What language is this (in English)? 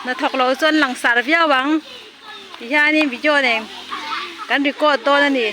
Mizo